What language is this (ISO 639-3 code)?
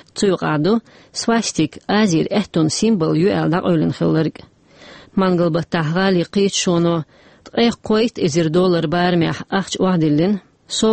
che